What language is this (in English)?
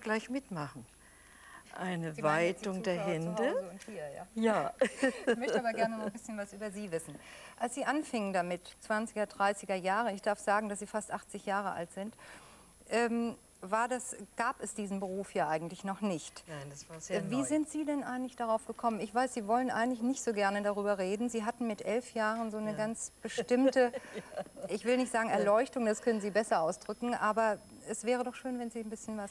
German